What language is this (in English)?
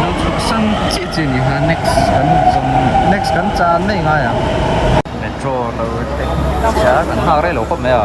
Mizo